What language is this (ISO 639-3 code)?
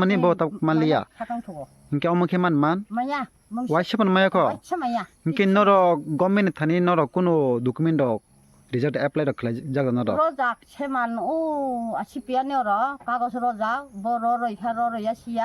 trp